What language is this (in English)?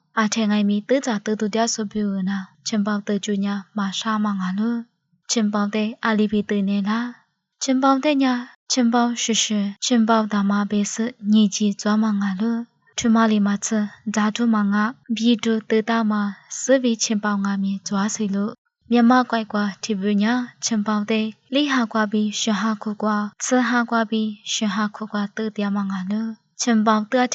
Lisu